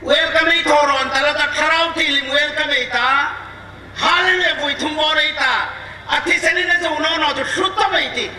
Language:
Hmar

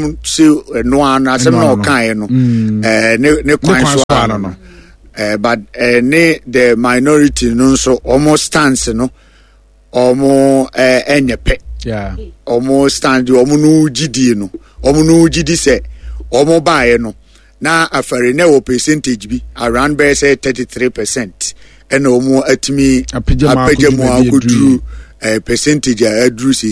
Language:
Akan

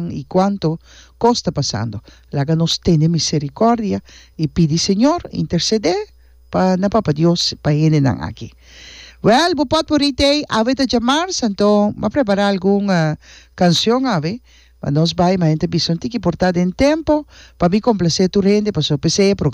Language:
Papiamento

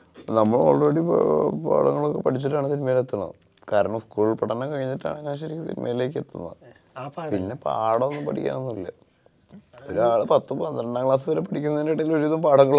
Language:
Malayalam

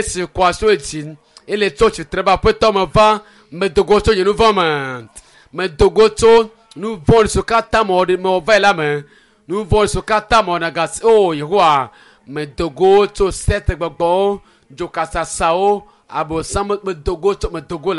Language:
Ewe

